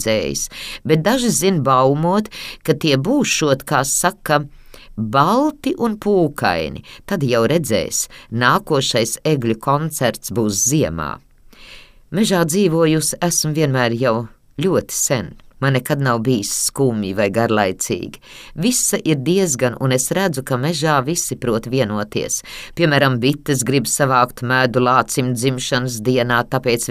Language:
Latvian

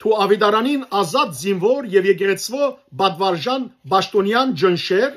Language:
Western Armenian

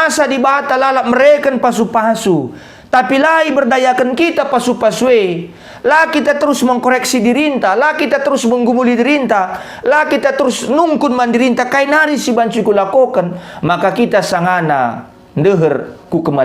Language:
Batak Karo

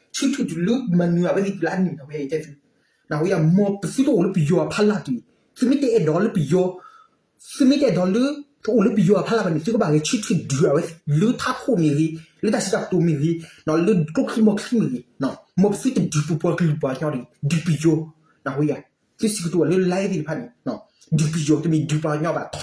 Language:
S'gaw Karen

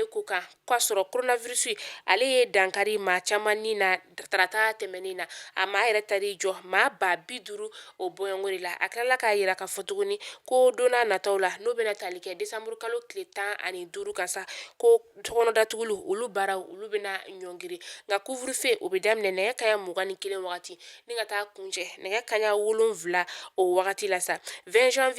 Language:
Bambara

